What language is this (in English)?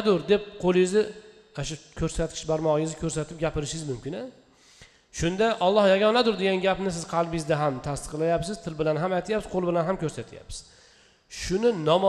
Uzbek